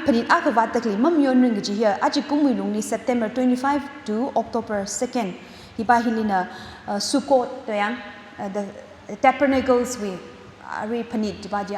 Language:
Tangkhul Naga (India)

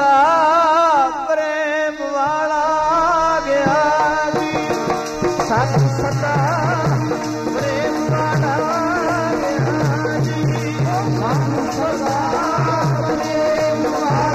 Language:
Punjabi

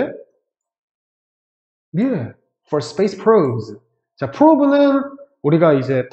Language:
Korean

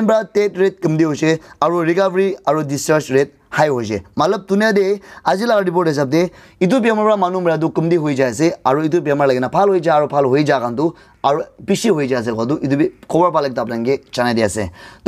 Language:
Naga Pidgin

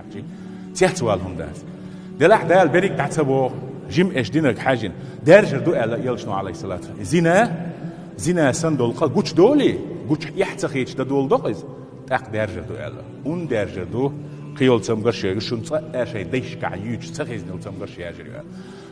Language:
Chechen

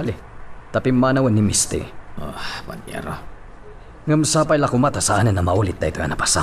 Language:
Iloko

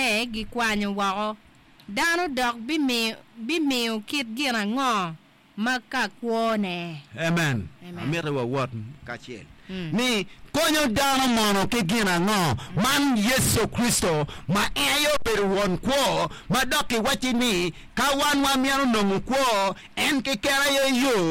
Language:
Acoli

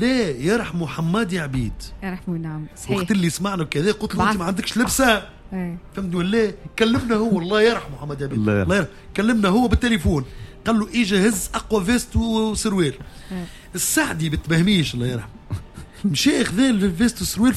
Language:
Tunisian Arabic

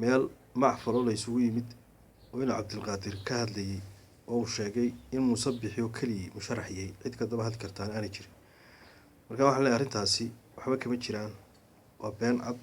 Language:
Somali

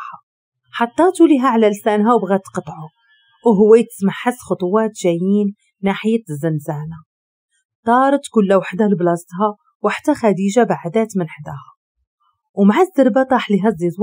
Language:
Moroccan Arabic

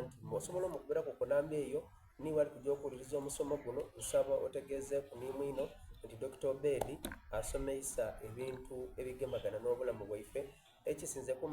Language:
Soga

